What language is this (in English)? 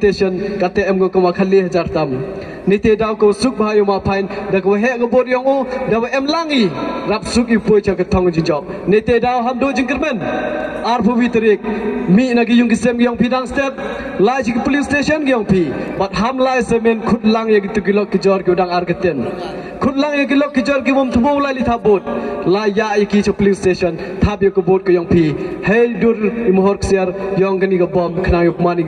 Pnar